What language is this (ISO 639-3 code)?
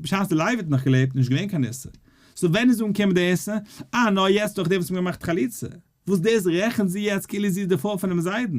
yid